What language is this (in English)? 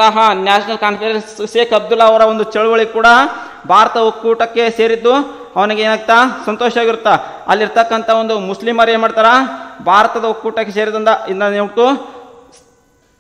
Kannada